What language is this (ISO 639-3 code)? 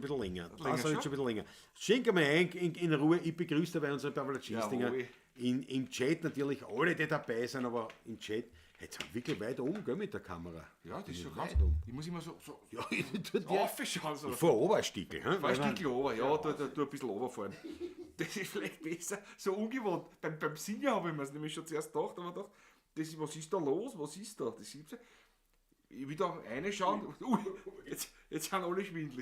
bar